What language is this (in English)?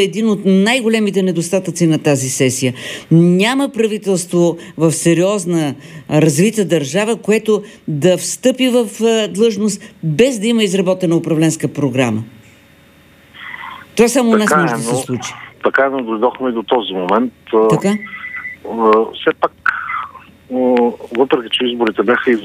Bulgarian